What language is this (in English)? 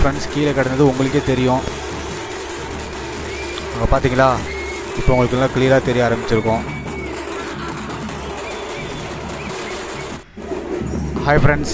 Tamil